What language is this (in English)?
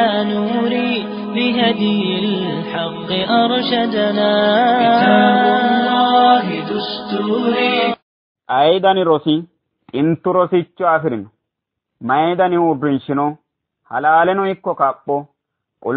Sidamo